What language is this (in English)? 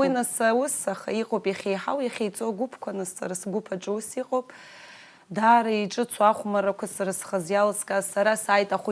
Abkhazian